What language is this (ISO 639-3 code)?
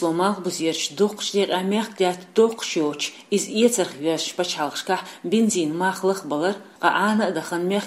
che